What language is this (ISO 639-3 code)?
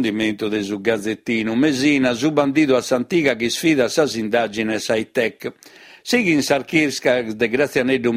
srd